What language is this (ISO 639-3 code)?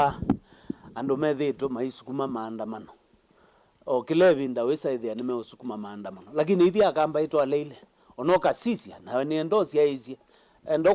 kam